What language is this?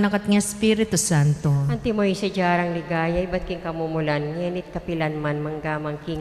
Pampanga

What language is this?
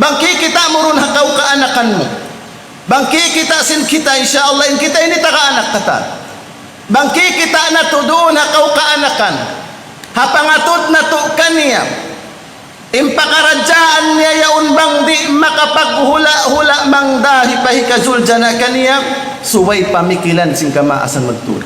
Tausug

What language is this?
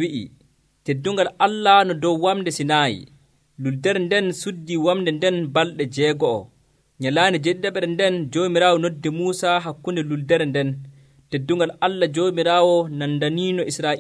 Nigerian Fulfulde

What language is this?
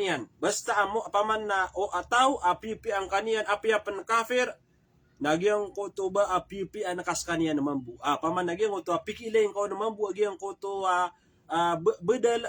Maranao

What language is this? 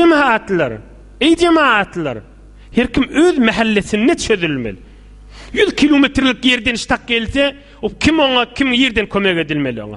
Turkmen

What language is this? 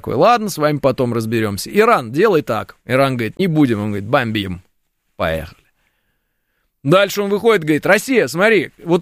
Russian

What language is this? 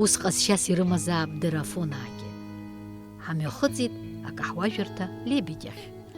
Abkhazian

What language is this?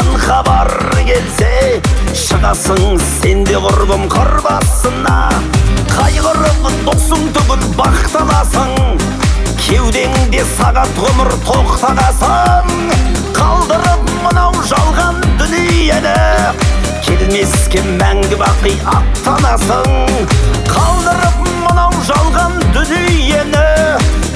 Kazakh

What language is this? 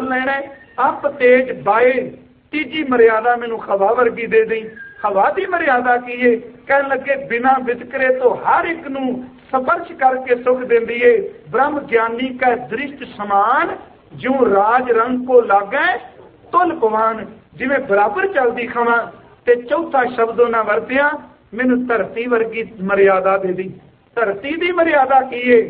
Punjabi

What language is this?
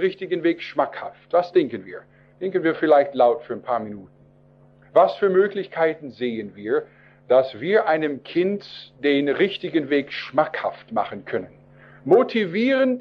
German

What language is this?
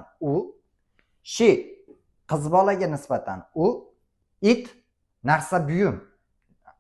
Uzbek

